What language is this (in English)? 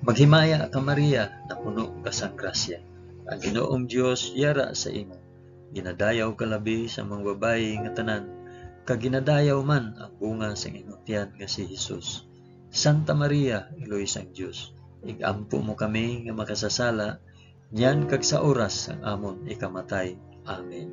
Hiligaynon